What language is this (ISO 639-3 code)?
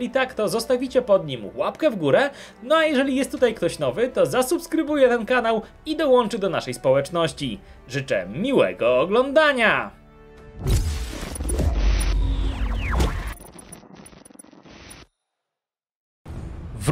pol